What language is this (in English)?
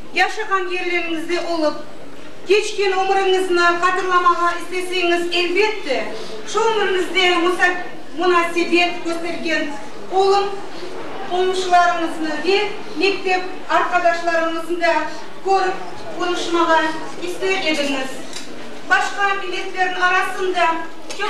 Crimean Tatar